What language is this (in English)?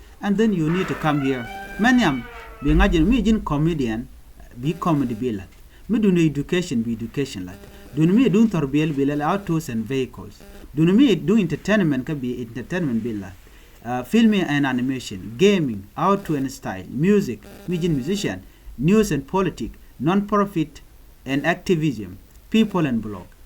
Nuer